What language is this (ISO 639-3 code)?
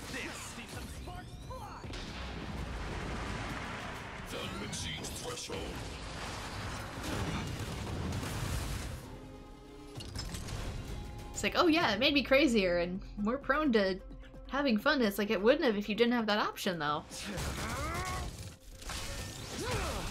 eng